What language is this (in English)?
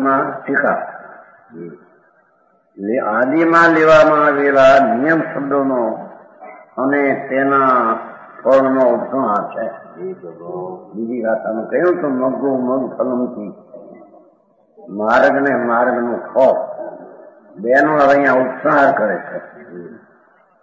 Gujarati